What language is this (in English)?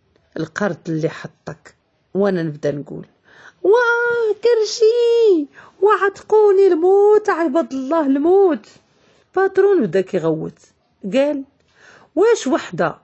Moroccan Arabic